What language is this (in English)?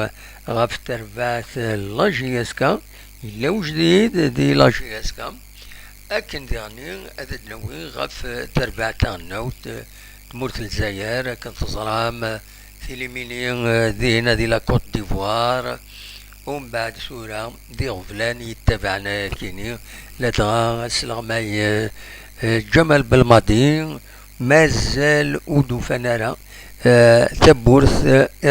Kabyle